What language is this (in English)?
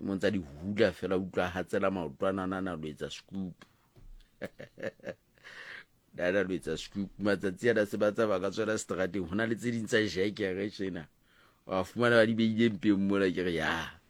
Southern Sotho